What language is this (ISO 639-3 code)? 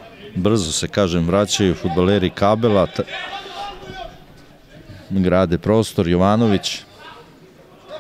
srp